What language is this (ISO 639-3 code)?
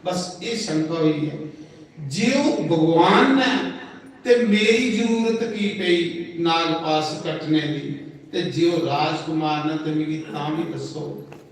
doi